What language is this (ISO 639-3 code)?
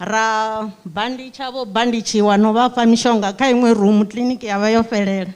ven